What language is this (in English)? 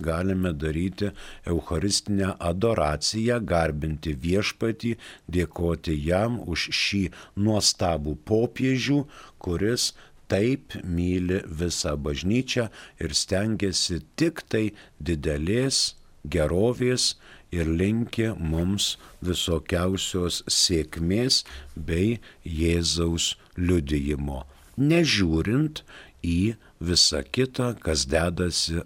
Lithuanian